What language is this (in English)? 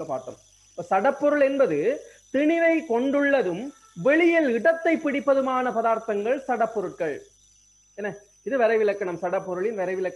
Tamil